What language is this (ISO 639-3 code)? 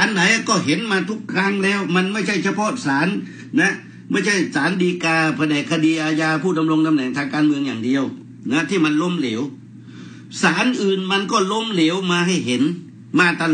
tha